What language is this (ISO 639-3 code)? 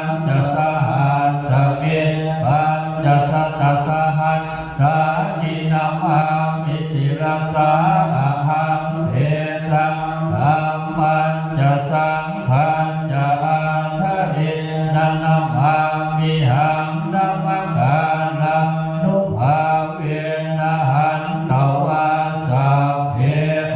pli